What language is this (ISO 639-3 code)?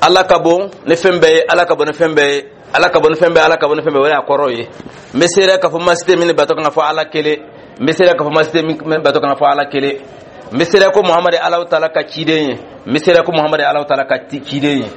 dyu